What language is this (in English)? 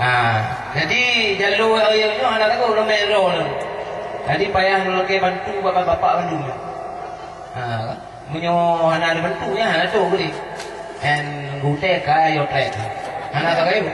Achinese